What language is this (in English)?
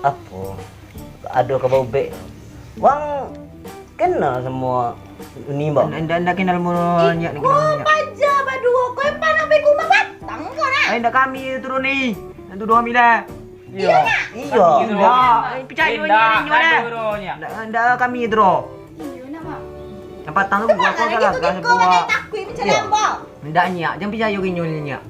Minangkabau